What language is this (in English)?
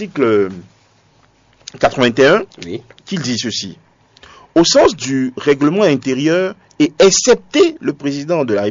French